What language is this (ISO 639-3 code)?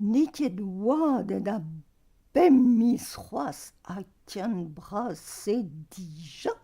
bre